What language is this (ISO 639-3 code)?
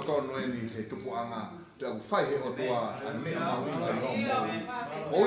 ton